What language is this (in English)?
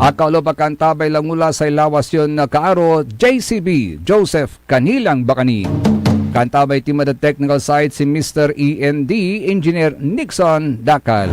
Pangasinan